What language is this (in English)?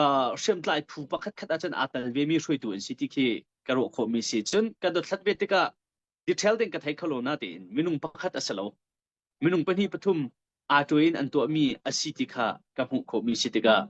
Hakha Chin